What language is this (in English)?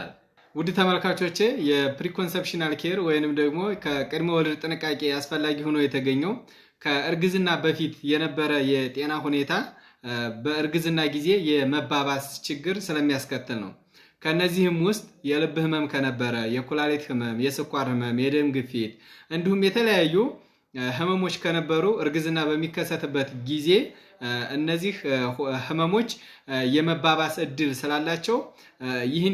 Amharic